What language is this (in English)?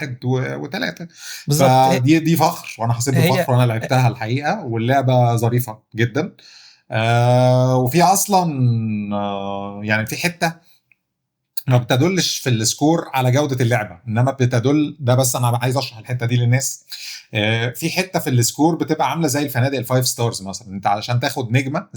Egyptian Arabic